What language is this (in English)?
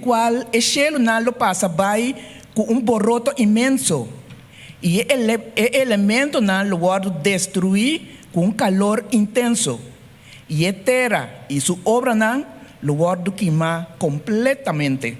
Papiamento